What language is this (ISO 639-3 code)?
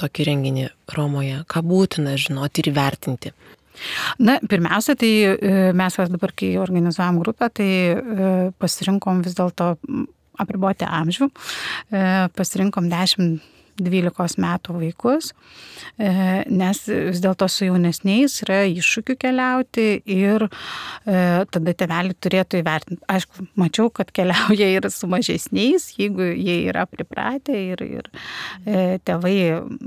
lit